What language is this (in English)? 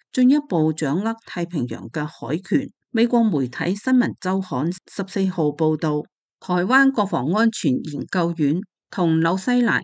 Cantonese